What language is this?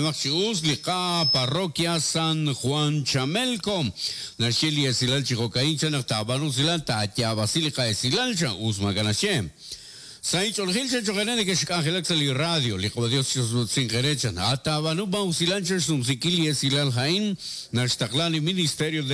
Kekchí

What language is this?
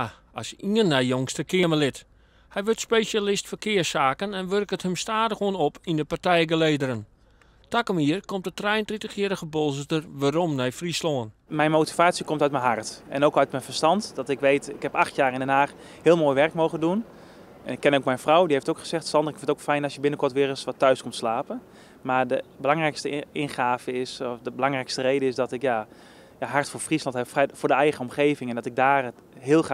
Western Frisian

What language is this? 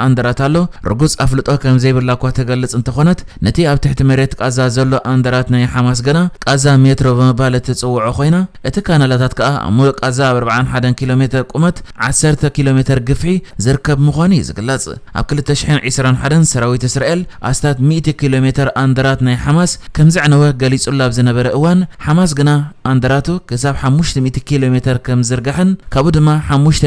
Tigrinya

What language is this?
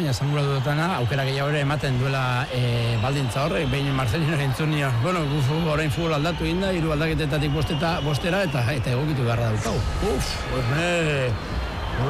Basque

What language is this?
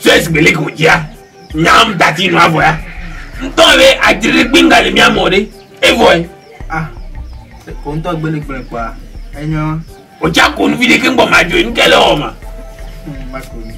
Ewe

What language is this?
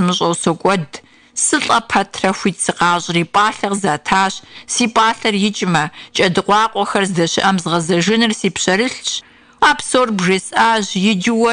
Kabardian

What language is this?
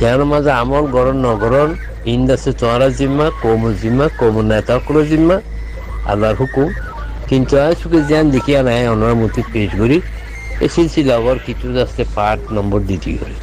Rohingya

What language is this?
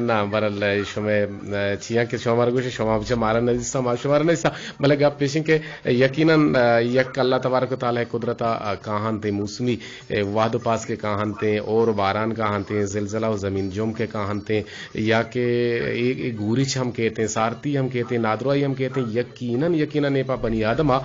Eastern Balochi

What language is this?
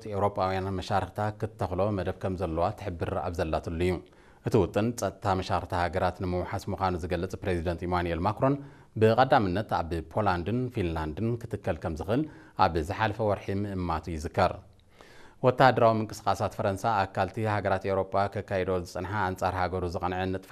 Tigrinya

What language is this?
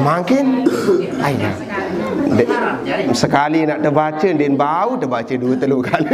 Sasak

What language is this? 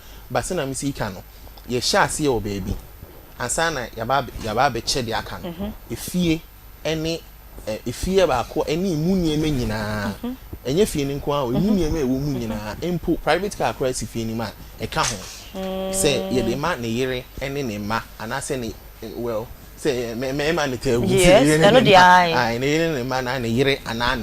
Akan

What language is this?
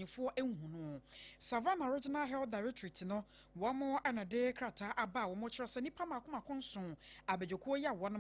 Akan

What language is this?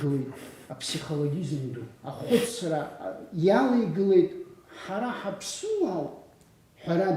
Abkhazian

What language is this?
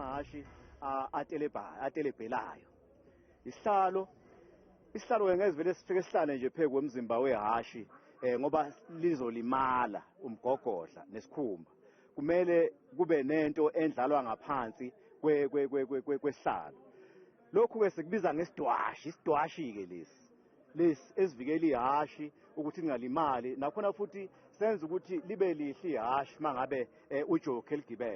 Zulu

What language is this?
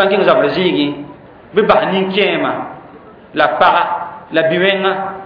Mossi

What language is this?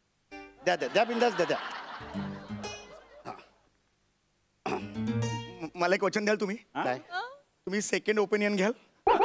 Marathi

